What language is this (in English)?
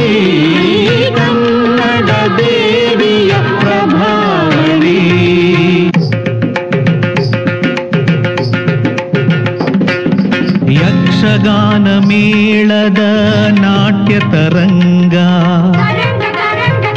Kannada